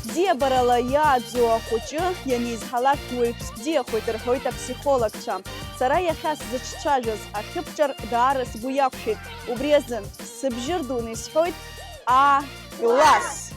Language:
Abkhazian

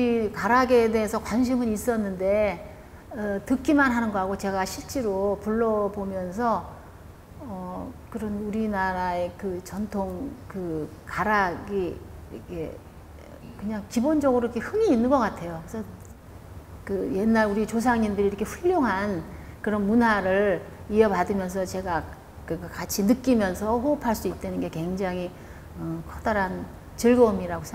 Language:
Korean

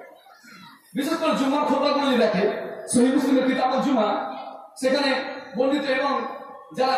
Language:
Bangla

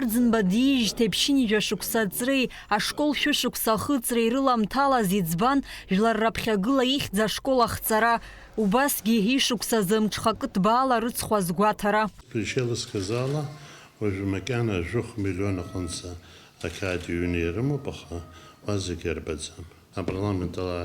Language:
Abkhazian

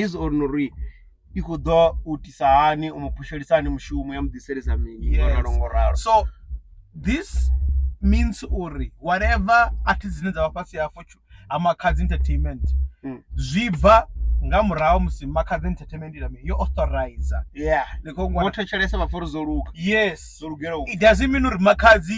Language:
Venda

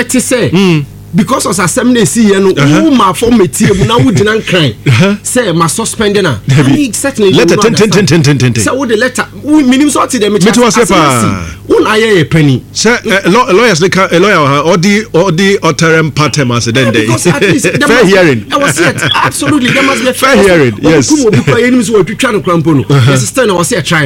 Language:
Akan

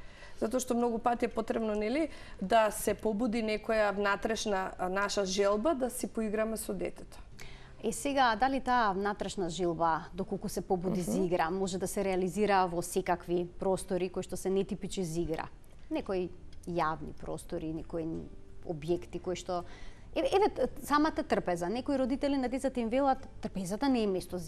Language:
Macedonian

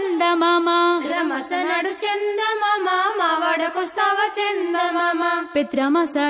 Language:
Telugu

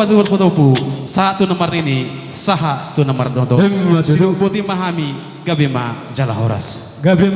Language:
Batak Toba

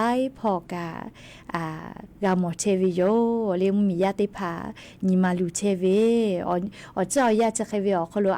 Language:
Lahu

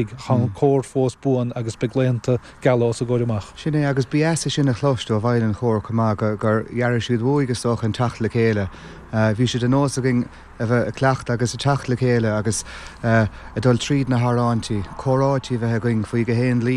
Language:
Irish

